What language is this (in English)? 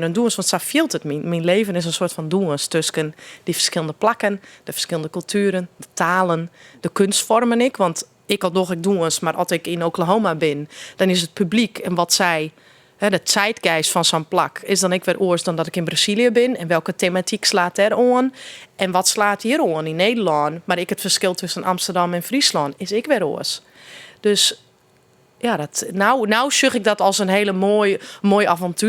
Western Frisian